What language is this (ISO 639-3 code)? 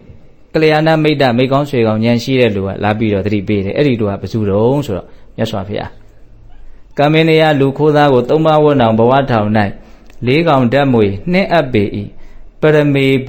mya